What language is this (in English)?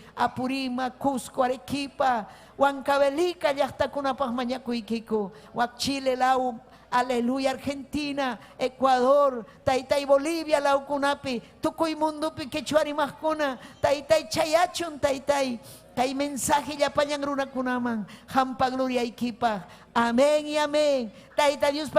Ayacucho Quechua